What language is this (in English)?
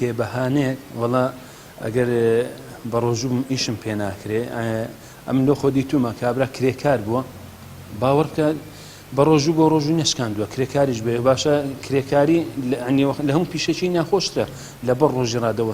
Central Kurdish